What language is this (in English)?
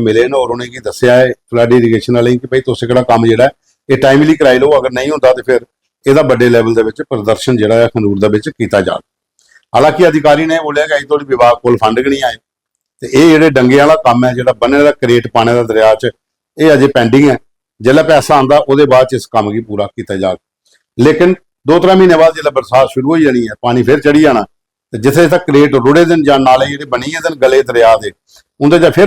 Dogri